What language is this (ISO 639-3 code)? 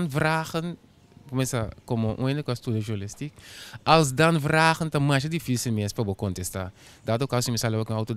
pap